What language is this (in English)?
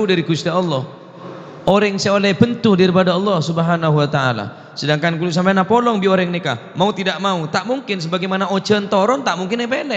Madurese